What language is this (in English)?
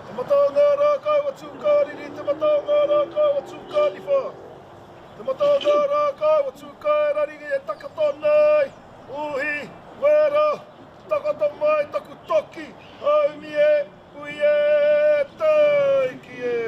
Māori